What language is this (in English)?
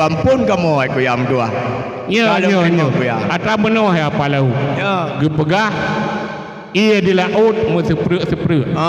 Achinese